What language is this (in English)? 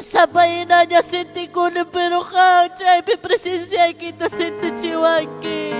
Ayacucho Quechua